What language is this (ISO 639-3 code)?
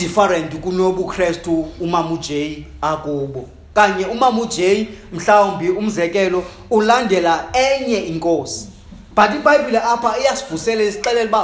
xho